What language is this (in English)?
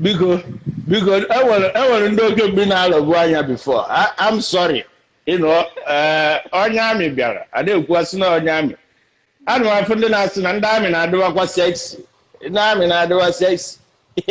Igbo